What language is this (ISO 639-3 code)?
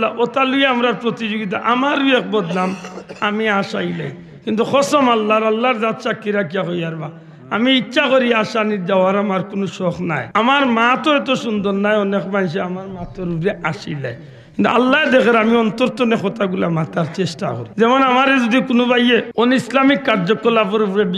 syl